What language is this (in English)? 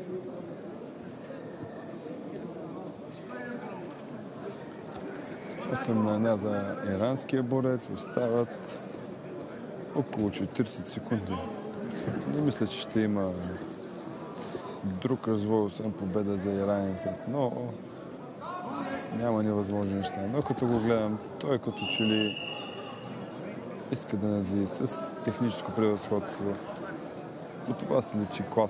Bulgarian